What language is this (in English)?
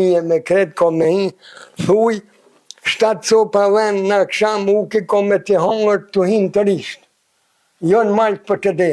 Albanian